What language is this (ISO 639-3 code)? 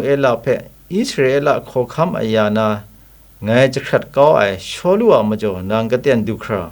kac